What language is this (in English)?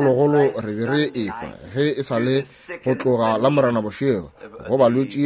Northern Sotho